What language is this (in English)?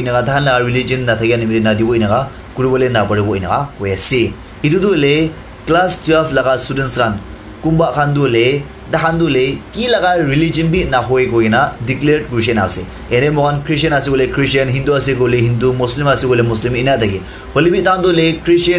Naga Pidgin